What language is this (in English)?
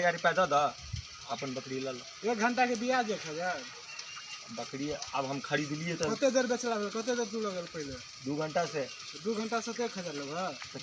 Maithili